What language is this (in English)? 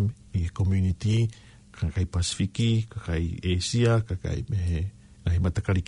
Tongan